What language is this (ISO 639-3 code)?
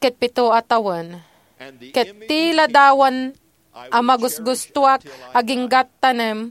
ilo